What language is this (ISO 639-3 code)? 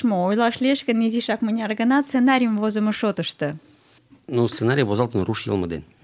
chm